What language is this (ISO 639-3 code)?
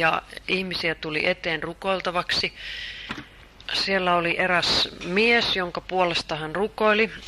fin